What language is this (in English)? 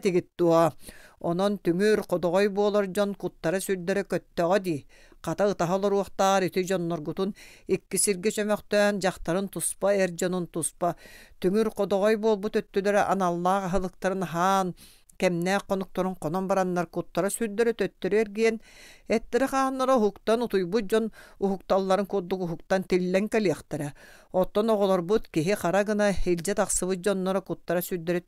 Yakut